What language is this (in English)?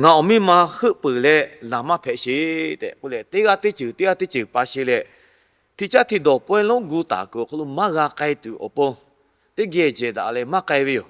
Lahu